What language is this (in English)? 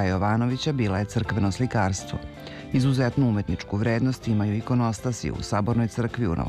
Serbian